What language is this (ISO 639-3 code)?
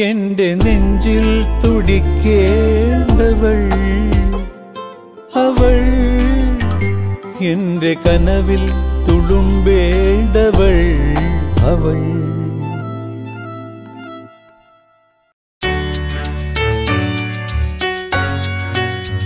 mal